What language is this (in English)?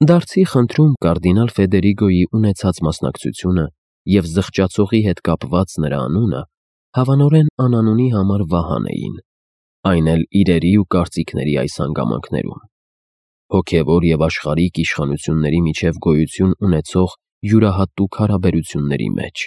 Armenian